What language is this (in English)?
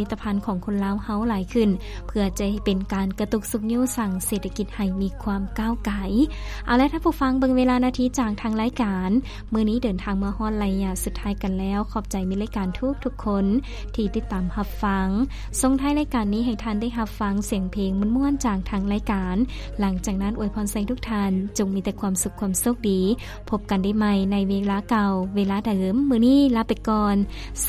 Lao